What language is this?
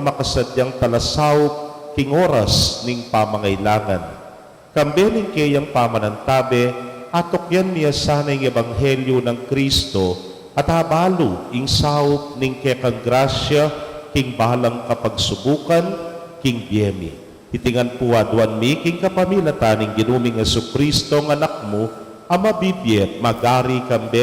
Pampanga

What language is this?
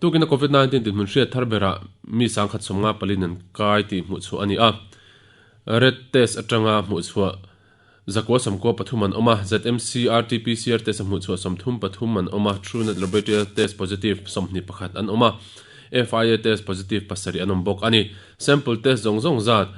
Mizo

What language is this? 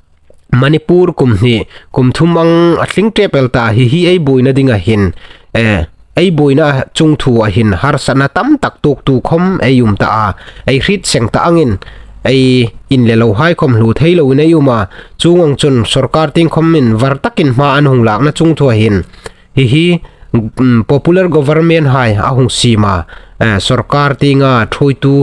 Hmar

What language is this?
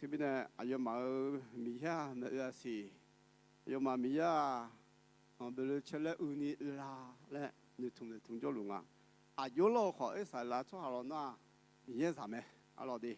Akha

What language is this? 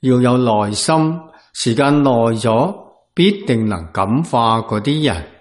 Cantonese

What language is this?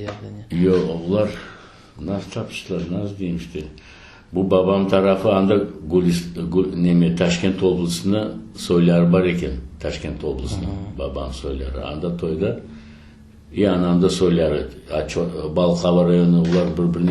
Crimean Tatar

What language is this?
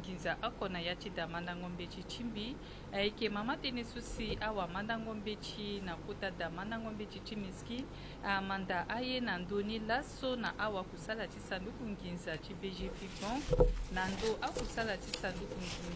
Sango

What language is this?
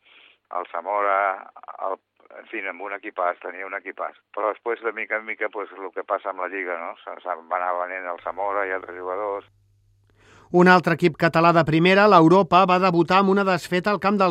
Catalan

